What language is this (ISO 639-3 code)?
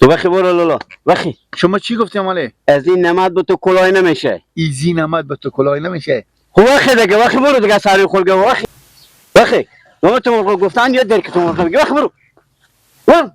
fas